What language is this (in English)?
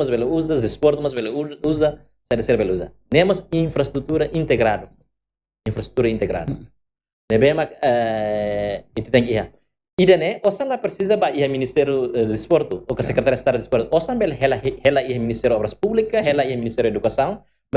Tetum